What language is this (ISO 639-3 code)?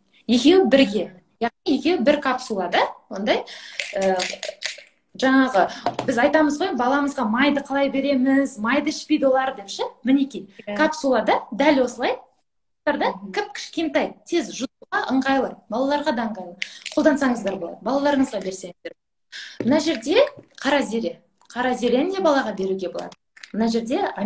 kaz